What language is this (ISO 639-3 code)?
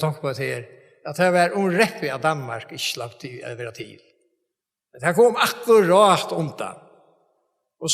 fao